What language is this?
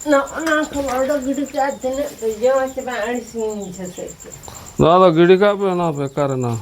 Santali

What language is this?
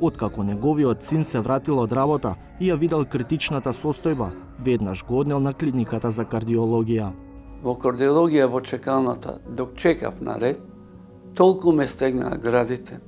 Macedonian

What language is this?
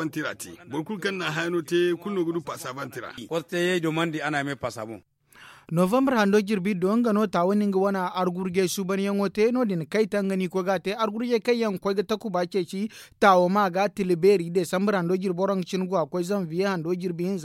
Zarma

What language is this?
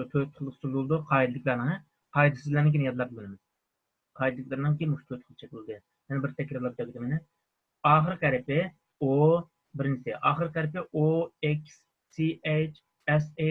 Uyghur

